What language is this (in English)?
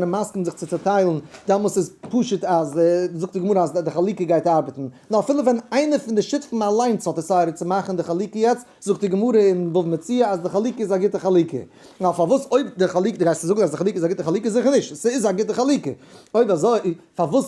Yiddish